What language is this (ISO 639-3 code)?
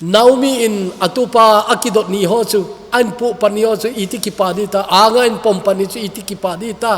tcz